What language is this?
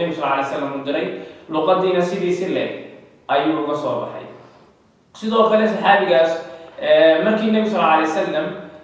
Somali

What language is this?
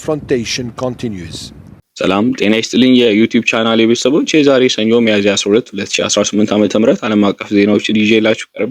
Amharic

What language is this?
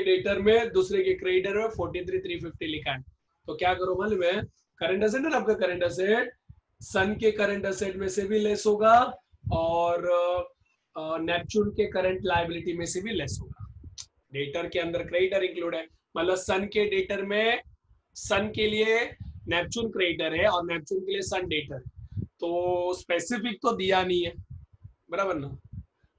Hindi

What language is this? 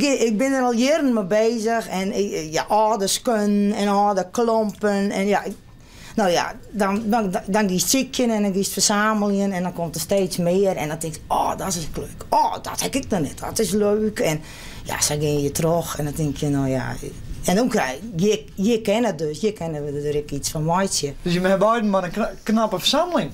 Western Frisian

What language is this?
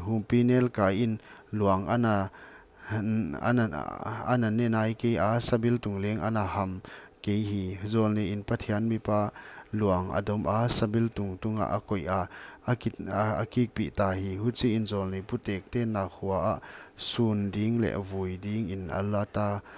Paite Chin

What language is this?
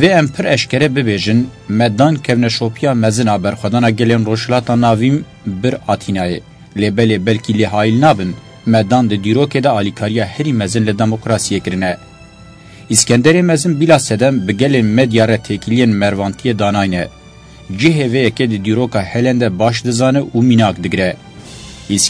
Kurdish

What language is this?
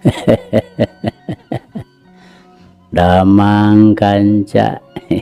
Sundanese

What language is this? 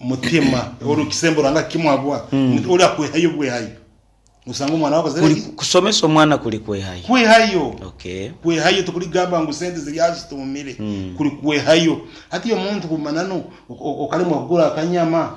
Nyankole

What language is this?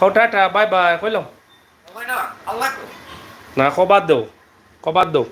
Sylheti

